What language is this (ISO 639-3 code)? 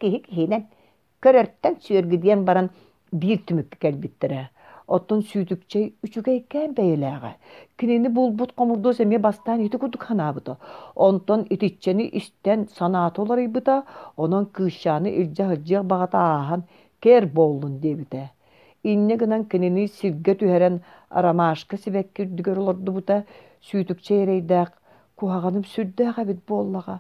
sah